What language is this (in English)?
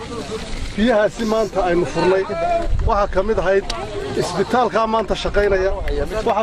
Somali